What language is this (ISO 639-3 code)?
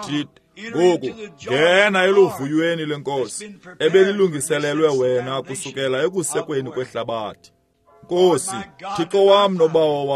xho